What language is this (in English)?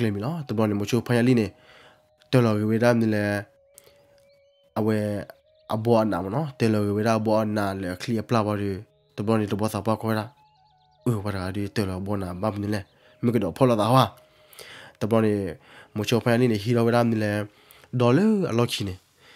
S'gaw Karen